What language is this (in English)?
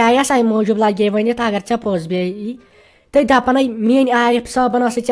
Kashmiri